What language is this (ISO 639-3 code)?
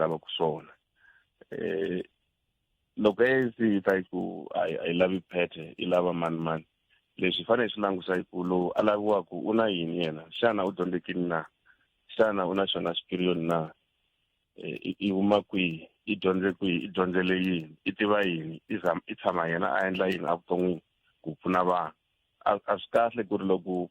tso